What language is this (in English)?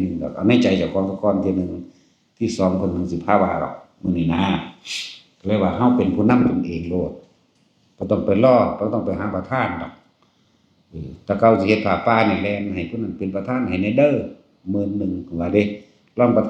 Northeastern Thai